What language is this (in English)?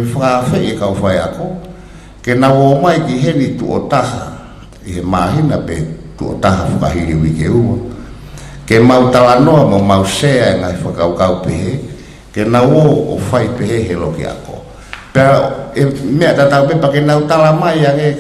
Tongan